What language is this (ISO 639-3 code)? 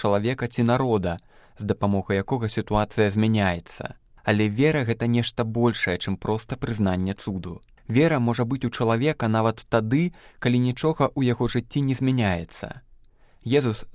bel